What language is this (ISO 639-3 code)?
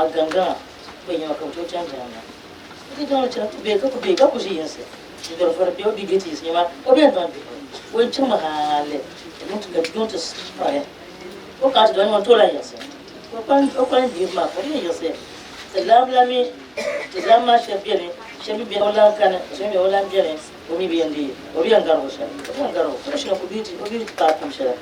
dag